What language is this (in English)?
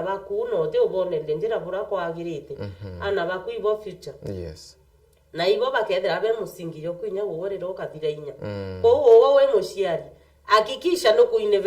Meru